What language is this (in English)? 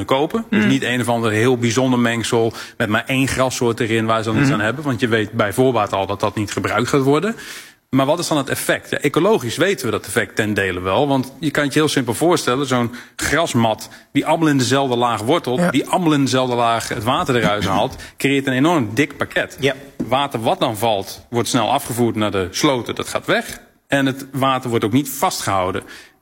Dutch